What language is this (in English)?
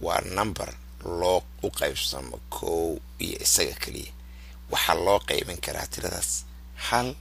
Somali